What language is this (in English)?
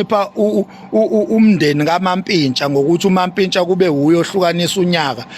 Zulu